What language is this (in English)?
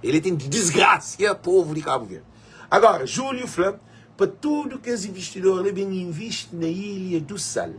Kabuverdianu